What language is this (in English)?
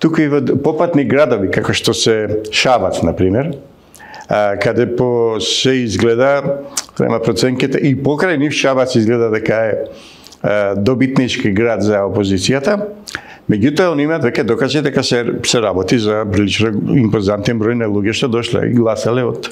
Macedonian